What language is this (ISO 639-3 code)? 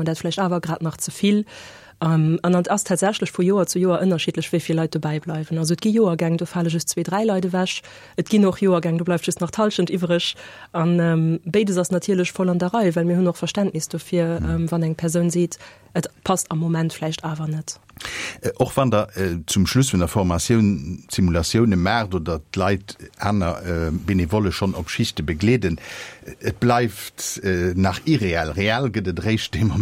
ltz